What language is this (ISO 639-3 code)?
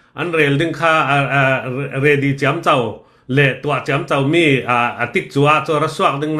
cnh